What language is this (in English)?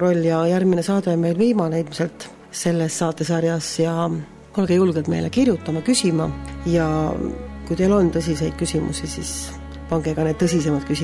Estonian